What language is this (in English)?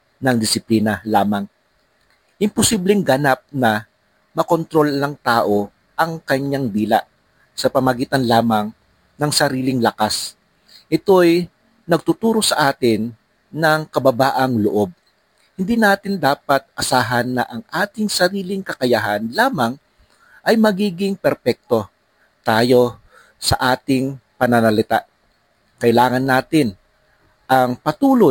Filipino